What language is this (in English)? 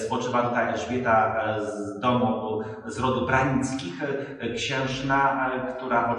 Polish